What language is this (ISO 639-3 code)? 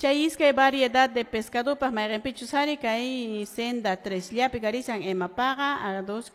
que